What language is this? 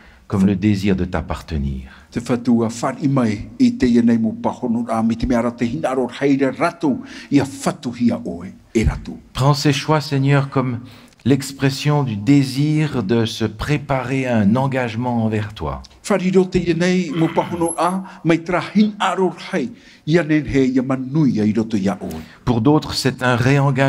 Tahitian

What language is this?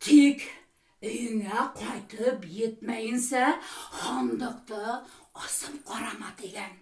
Bashkir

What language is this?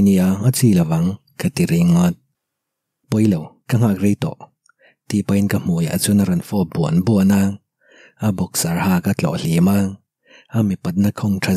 Mizo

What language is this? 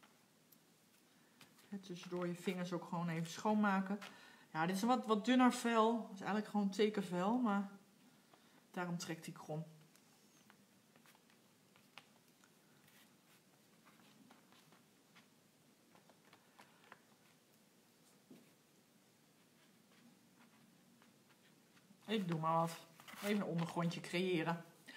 Dutch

